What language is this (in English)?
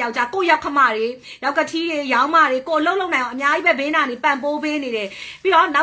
Burmese